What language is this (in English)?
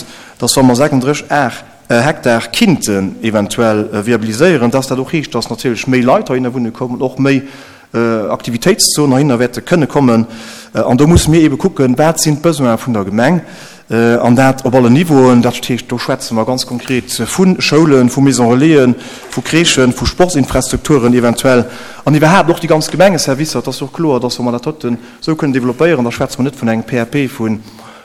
Luxembourgish